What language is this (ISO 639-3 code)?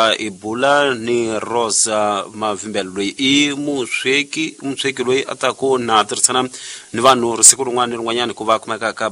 tso